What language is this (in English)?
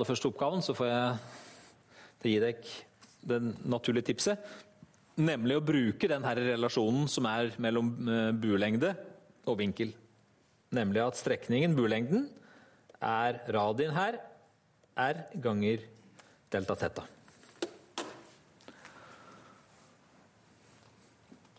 Norwegian